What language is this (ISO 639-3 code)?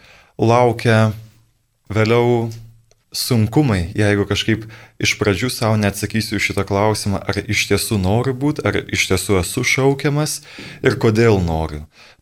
lit